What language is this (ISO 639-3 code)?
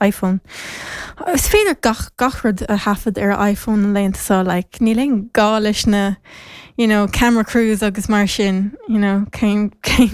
gle